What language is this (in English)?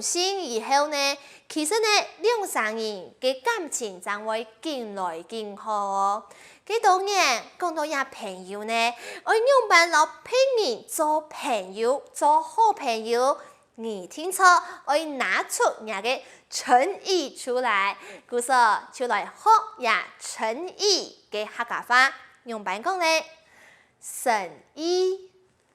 Hakka Chinese